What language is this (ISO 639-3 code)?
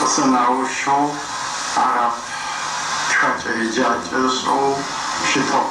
ady